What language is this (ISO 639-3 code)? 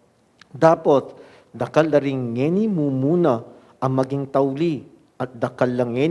pam